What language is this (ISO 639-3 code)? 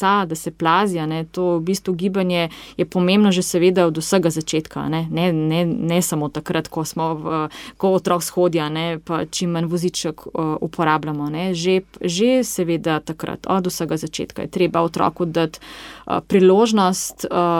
slv